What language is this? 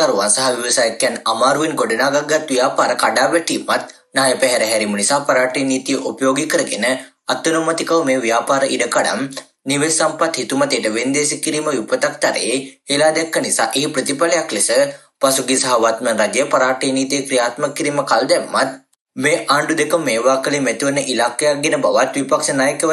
Sinhala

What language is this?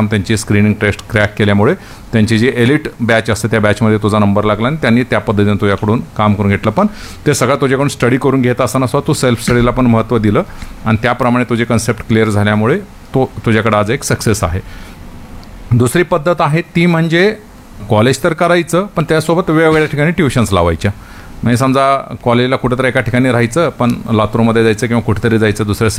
Marathi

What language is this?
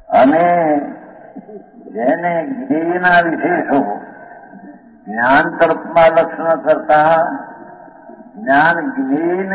Gujarati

